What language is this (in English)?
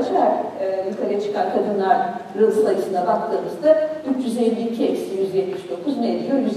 Turkish